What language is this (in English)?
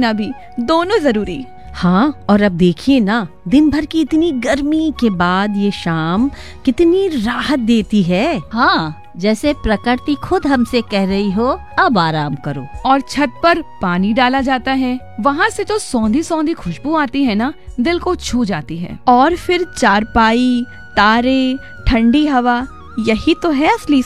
Hindi